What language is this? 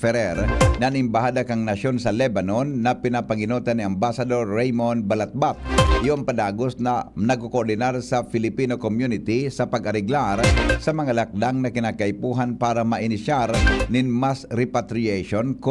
Bikol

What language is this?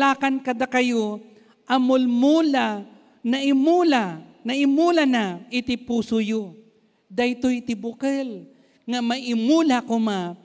Iloko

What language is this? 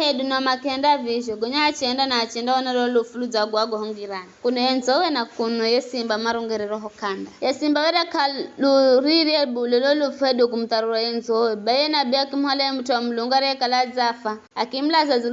Giryama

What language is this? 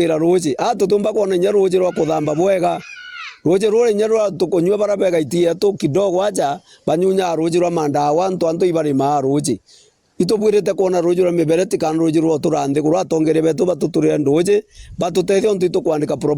Meru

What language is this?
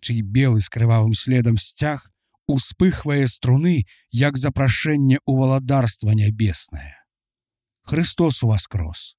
Belarusian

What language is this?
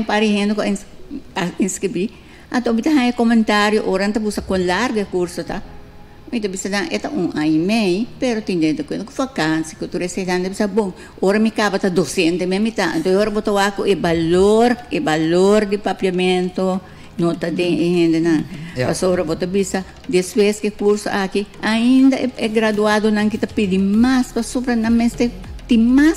Papiamento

